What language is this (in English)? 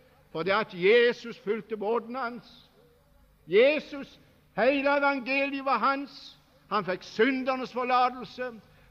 Norwegian